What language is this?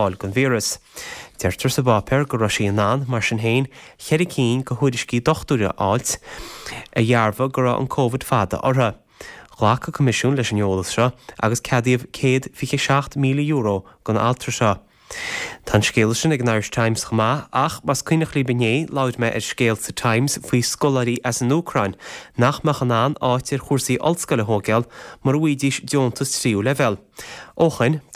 Irish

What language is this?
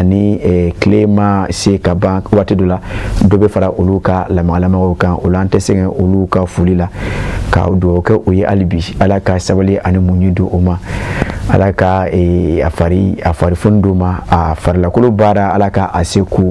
Bambara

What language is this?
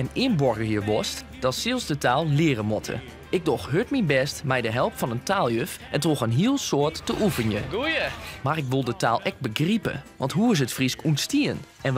Western Frisian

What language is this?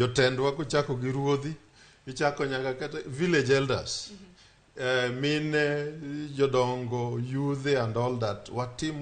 Luo (Kenya and Tanzania)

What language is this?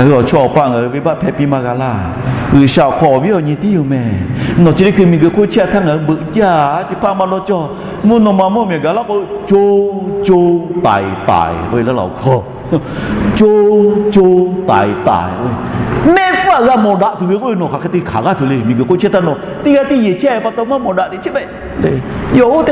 Lahu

